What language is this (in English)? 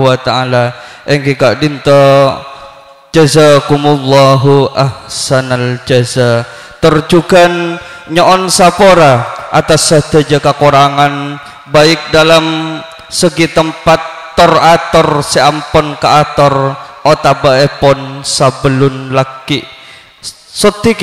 Madurese